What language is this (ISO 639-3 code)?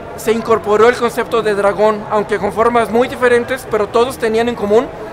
spa